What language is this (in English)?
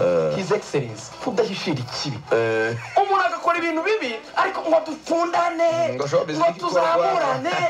Kinyarwanda